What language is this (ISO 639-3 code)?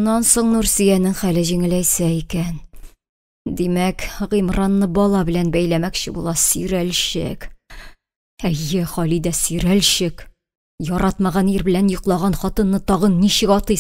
tat